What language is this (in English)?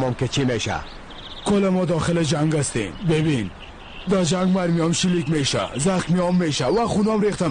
Persian